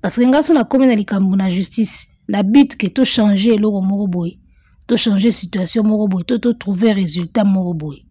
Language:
Lingala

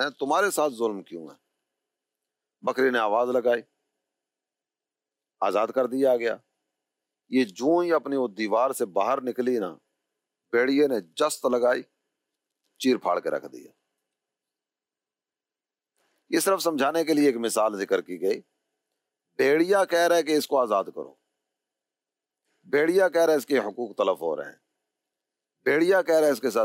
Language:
Urdu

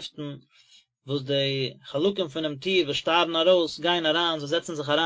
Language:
Yiddish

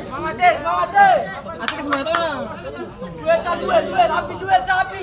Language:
Ambonese Malay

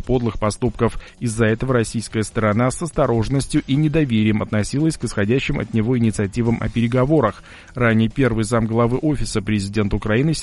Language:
Russian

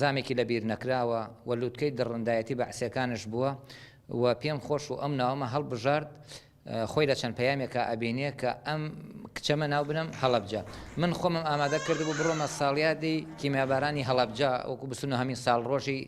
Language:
Central Kurdish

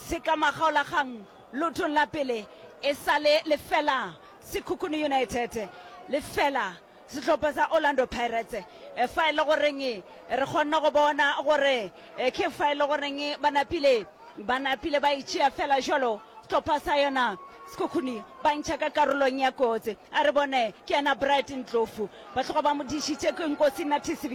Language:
Northern Sotho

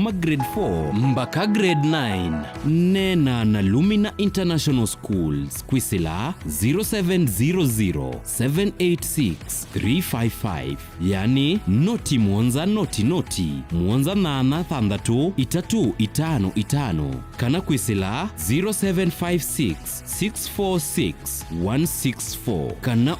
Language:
Kamba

